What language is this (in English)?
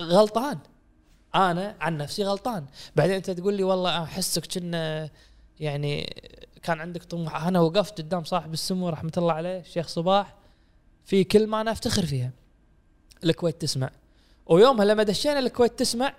Gulf Arabic